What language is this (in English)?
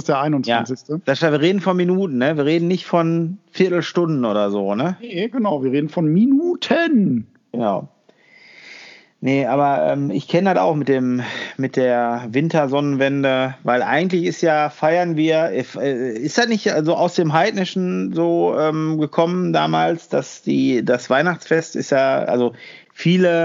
German